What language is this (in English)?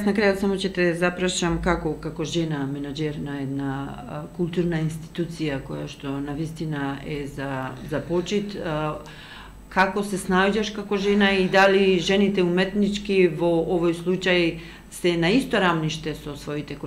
Macedonian